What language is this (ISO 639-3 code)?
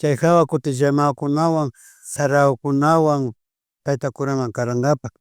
qvi